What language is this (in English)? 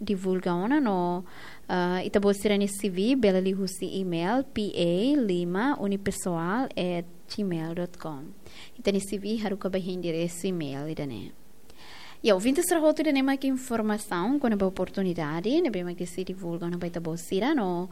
Tetum